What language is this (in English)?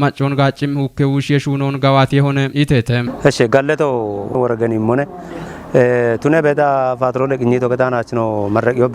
Kafa